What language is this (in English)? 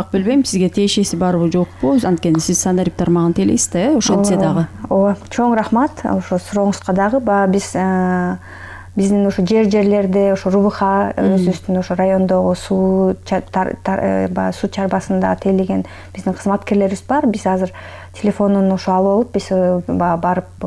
Kyrgyz